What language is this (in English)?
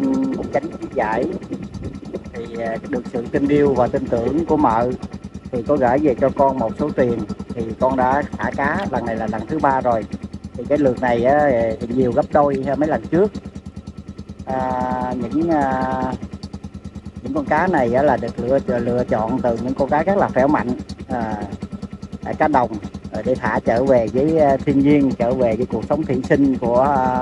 Vietnamese